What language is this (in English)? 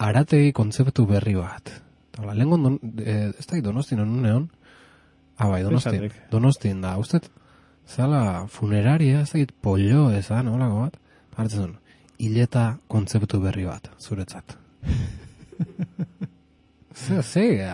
Basque